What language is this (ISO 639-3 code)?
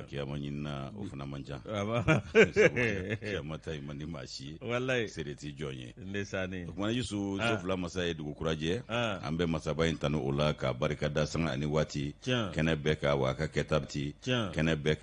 bam